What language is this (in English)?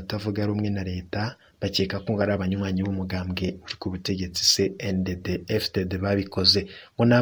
Rundi